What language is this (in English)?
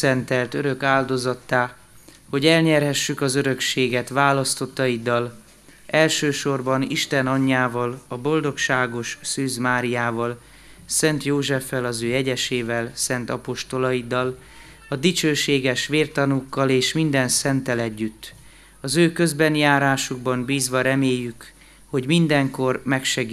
Hungarian